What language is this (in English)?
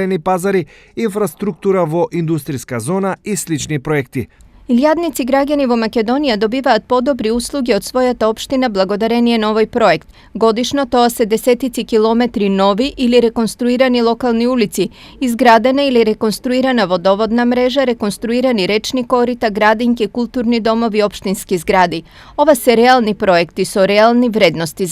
Macedonian